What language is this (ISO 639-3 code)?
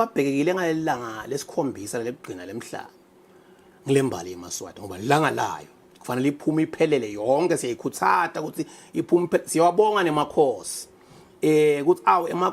ssw